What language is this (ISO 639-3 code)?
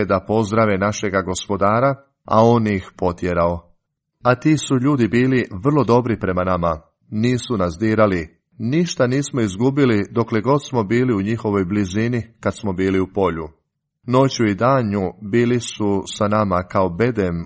hrv